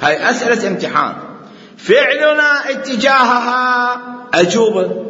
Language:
Mesopotamian Arabic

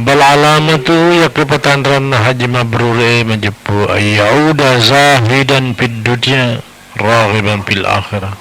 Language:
Buginese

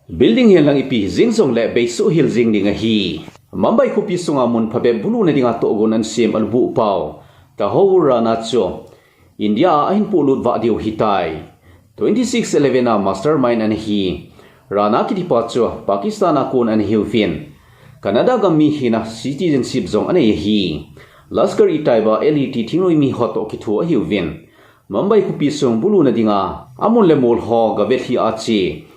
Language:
Thado Chin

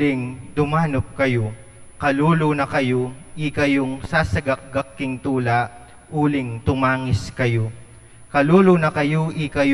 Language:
Pampanga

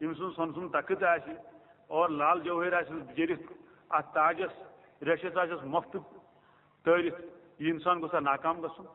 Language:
Kashmiri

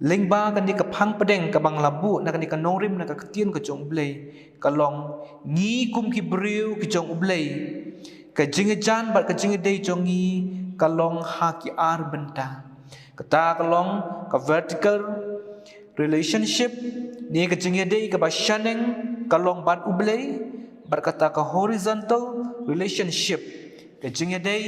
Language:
Khasi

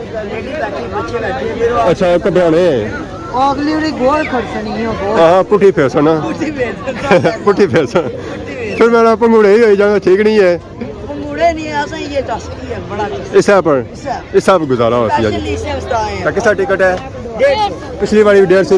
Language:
Pahari-Potwari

